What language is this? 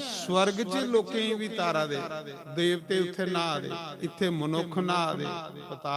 Dogri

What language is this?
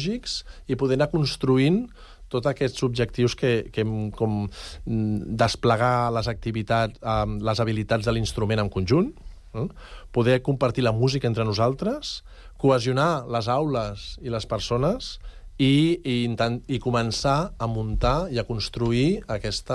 Catalan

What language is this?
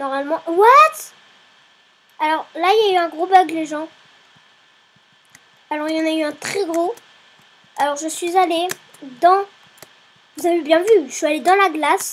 French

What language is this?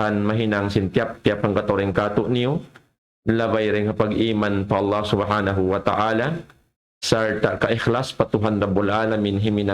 Tausug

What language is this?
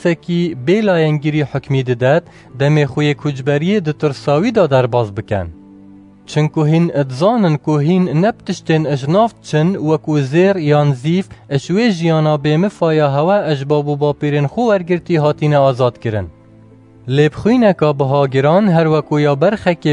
Kurdish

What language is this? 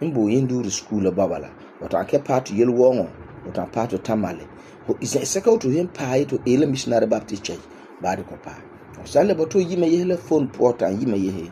Frafra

